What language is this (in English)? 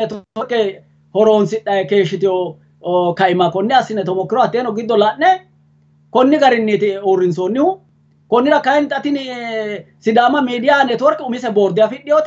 Sidamo